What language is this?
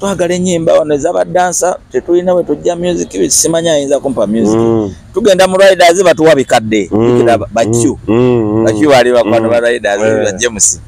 Ganda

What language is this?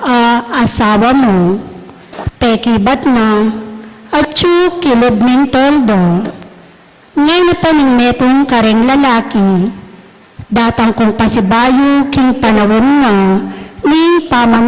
Pampanga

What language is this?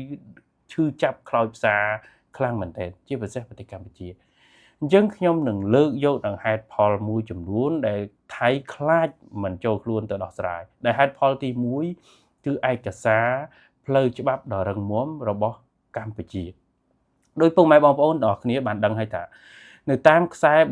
Khmer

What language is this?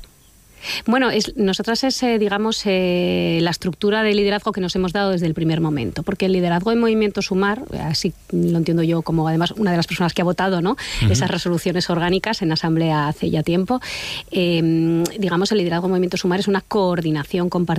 Spanish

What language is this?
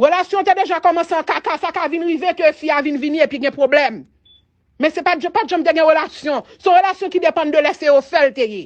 Haitian Creole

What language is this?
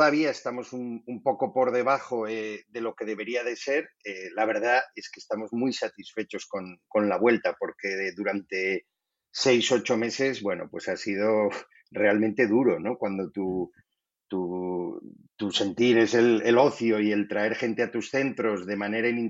Spanish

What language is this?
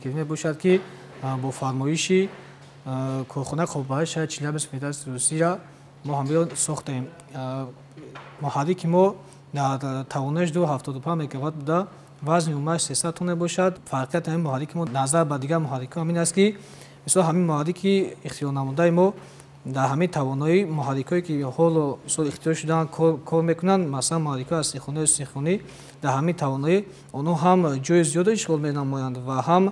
Tajik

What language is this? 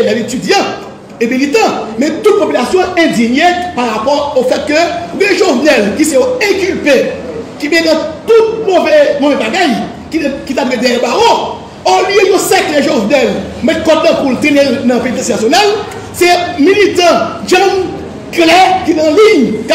Haitian Creole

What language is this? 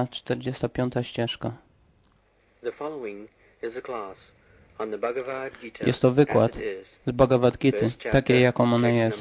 Polish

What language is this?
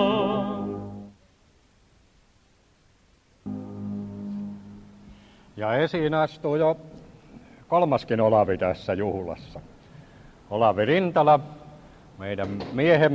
Finnish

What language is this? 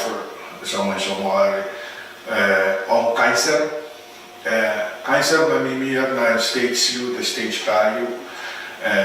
Pohnpeian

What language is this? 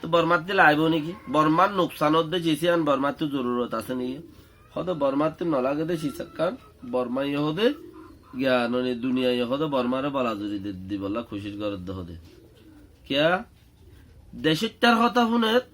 Rohingya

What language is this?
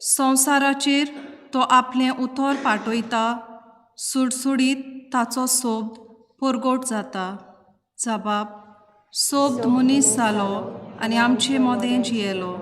Konkani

